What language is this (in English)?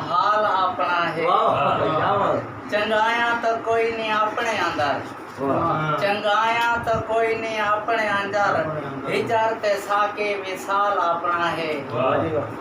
Saraiki